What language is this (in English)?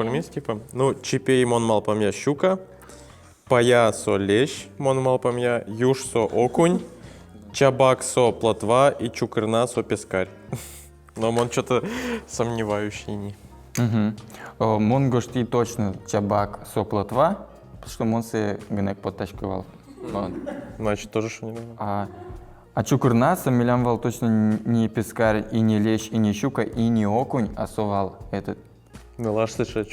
Udmurt